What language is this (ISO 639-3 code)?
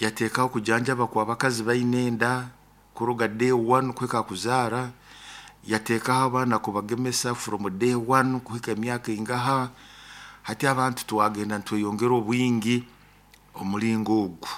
nyo